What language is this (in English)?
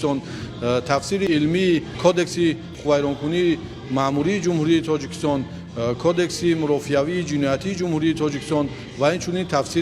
Tajik